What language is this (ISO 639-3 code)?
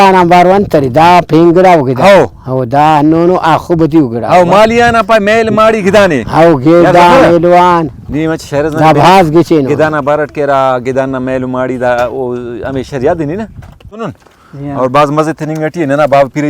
brh